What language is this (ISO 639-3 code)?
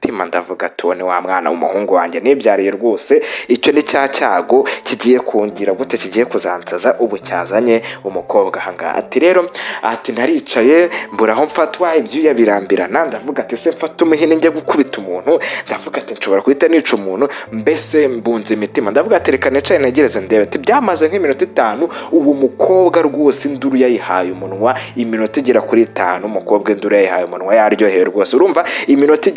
kin